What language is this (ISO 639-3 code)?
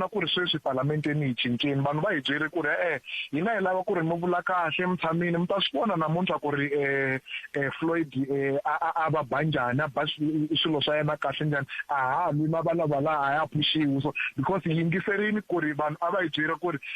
tso